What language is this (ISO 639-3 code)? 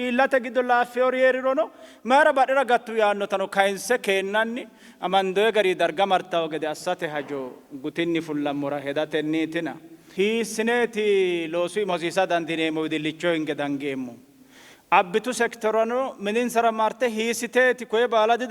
sid